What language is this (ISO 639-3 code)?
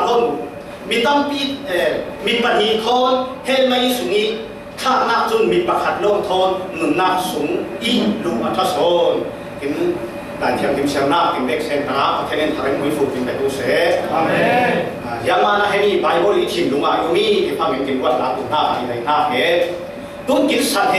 cfm